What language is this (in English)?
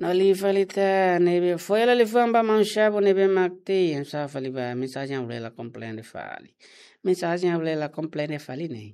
Tetum